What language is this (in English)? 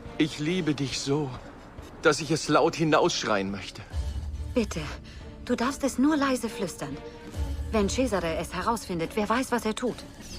Bavarian